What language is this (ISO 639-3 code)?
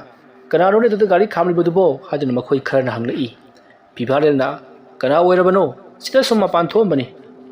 mni